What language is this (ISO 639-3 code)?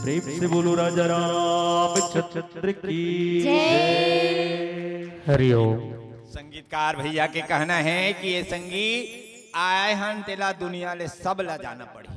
hne